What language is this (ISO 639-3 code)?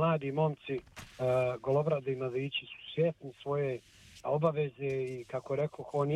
bos